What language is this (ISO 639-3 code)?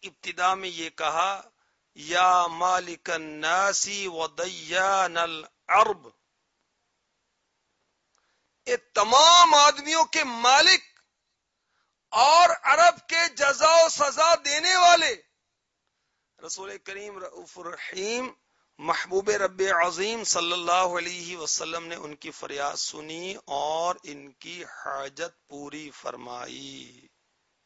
urd